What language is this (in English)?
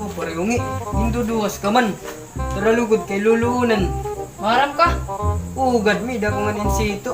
Waray